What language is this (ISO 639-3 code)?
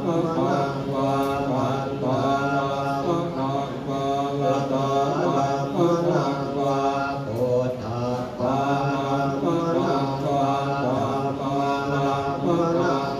pli